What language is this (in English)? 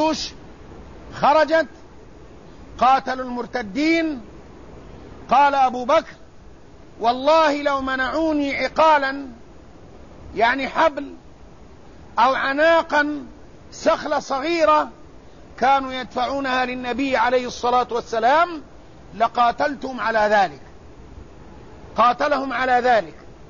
Arabic